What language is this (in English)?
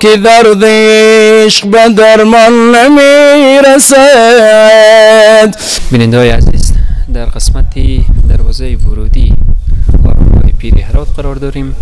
Persian